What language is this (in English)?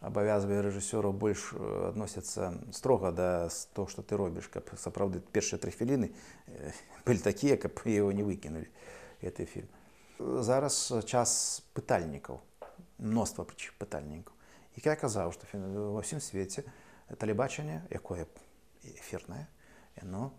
Belarusian